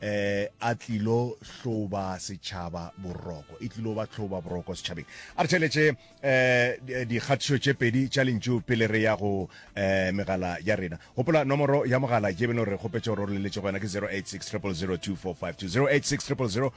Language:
Northern Sotho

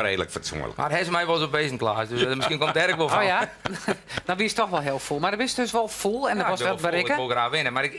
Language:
Western Frisian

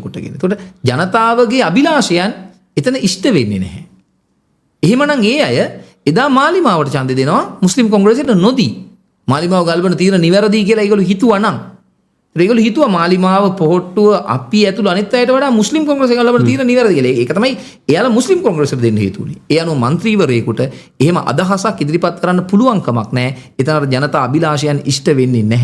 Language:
Sinhala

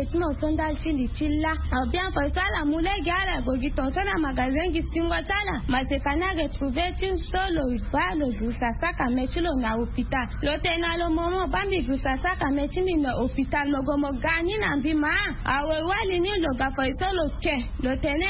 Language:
Sango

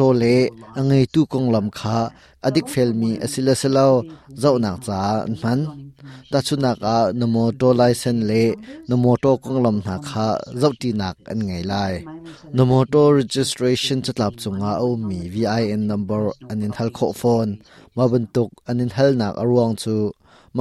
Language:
Hakha Chin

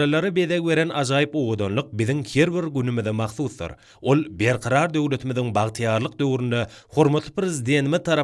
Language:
Turkmen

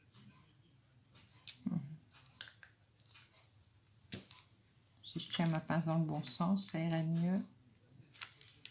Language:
French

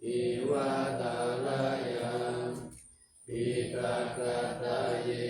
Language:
Pali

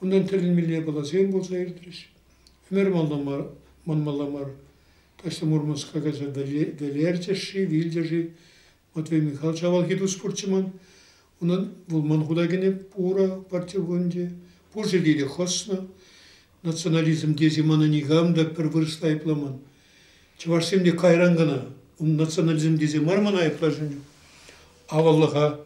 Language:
Chuvash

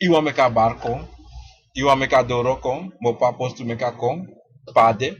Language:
Sranan Tongo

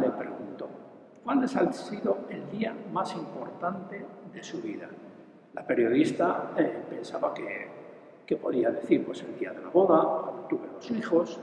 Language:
Spanish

